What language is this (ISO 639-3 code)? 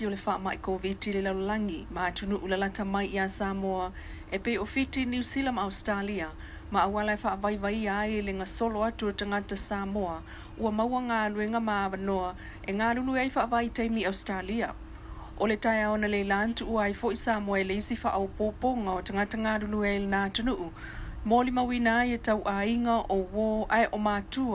smo